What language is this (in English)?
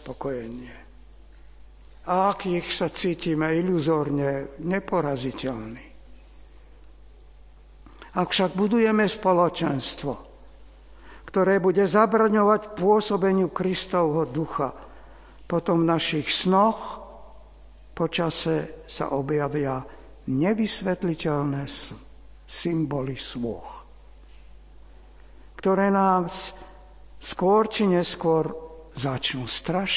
Slovak